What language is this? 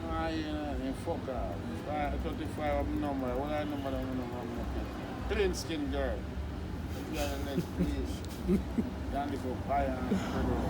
Jamaican Creole English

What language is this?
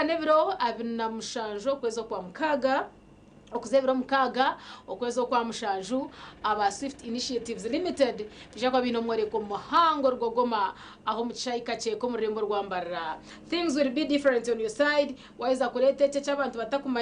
Nyankole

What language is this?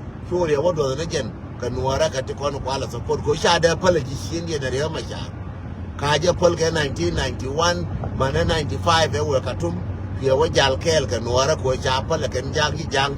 Nuer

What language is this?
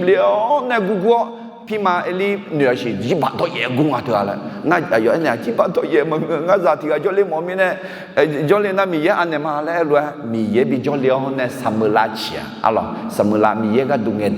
Akha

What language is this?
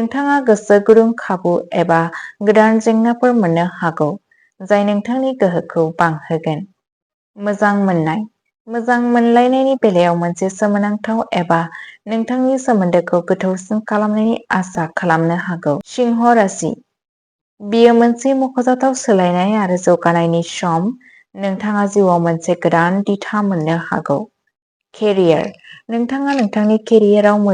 Bodo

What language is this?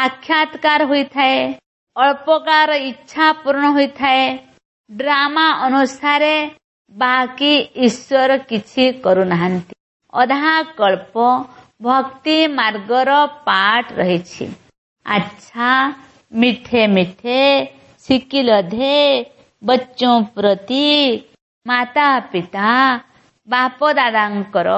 Odia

